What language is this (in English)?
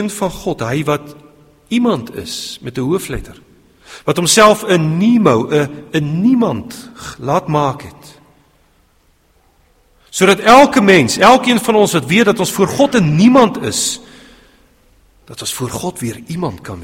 Afrikaans